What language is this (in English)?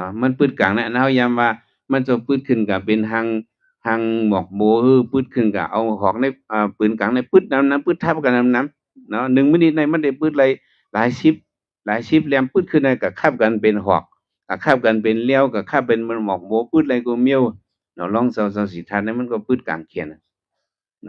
Shan